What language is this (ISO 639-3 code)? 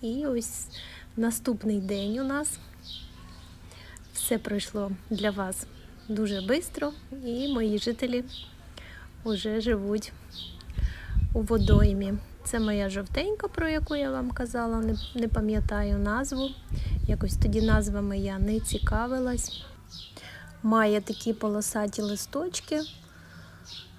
ukr